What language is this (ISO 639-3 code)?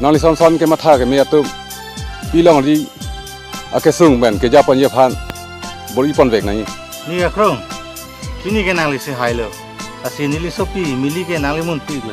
mjw